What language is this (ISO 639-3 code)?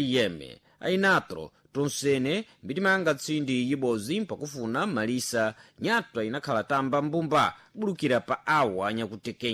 seh